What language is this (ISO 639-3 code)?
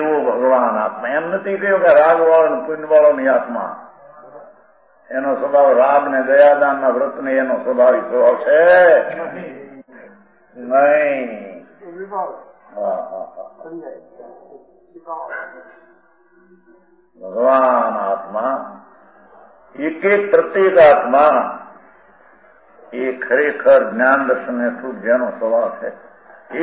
guj